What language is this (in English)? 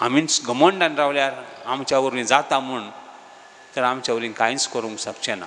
Konkani